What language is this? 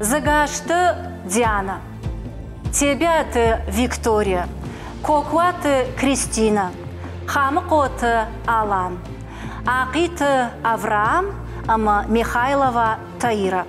Ossetic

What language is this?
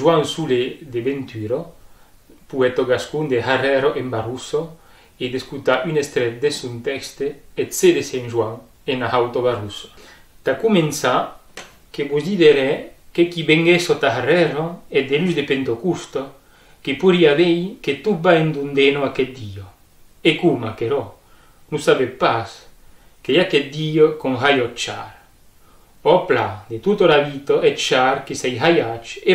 Occitan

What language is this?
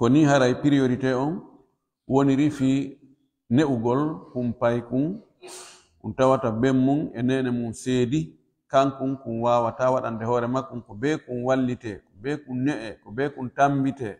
Pular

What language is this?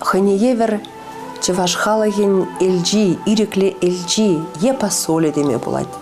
Chuvash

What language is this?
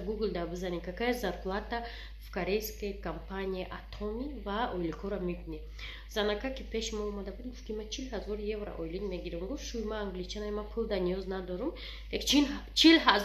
Tajik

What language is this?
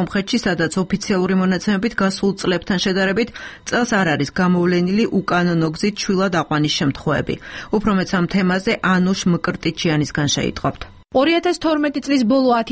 Georgian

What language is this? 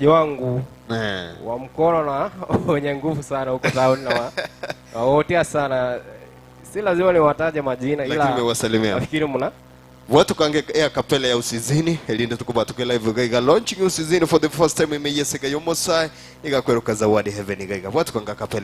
Gusii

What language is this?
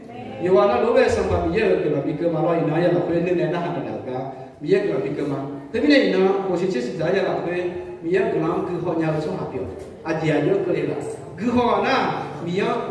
Akha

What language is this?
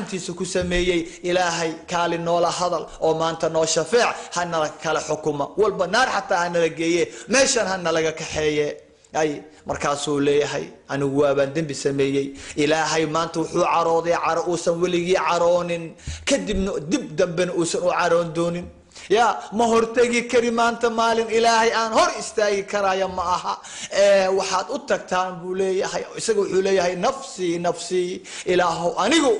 Somali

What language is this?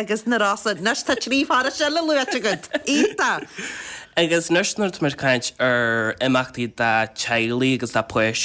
Irish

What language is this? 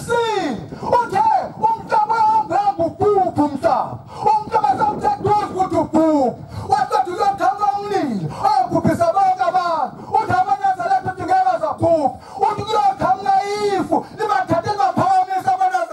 Zulu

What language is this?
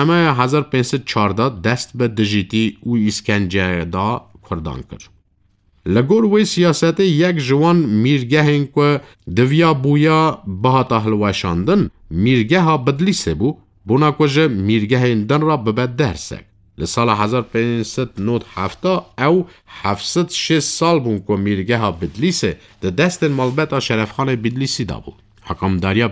Kurdish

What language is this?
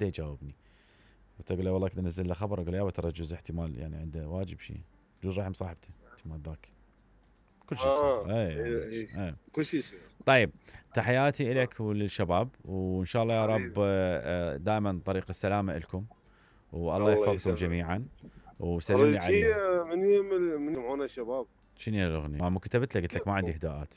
Mesopotamian Arabic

